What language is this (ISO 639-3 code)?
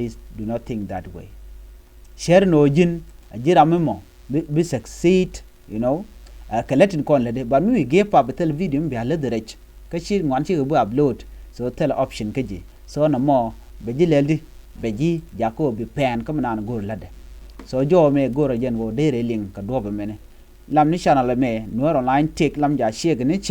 nus